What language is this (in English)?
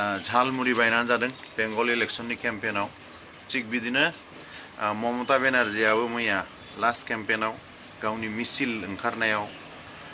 Bodo